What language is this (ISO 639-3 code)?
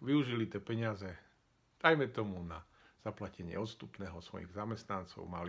slk